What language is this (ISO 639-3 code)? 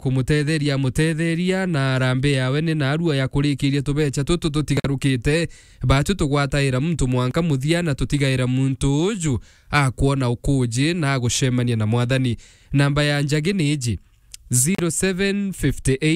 mer